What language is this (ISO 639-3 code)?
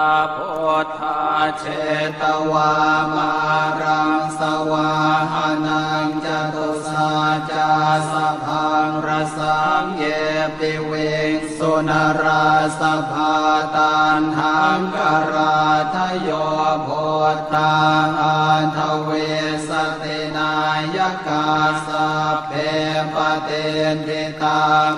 pli